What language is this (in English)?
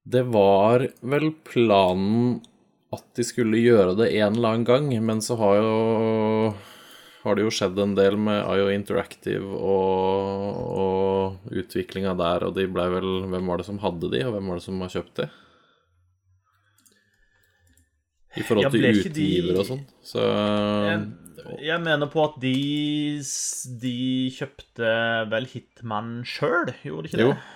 Norwegian